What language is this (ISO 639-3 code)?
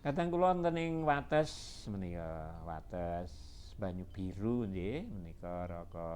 jav